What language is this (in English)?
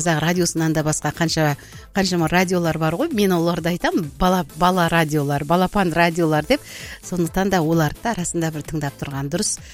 Kazakh